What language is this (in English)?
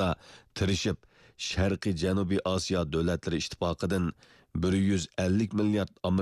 Uyghur